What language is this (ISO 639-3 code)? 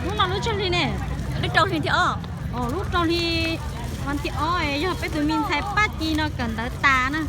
hmn